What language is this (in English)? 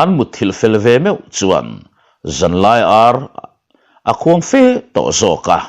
Mizo